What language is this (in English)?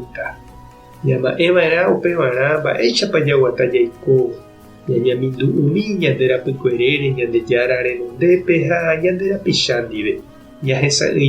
Guarani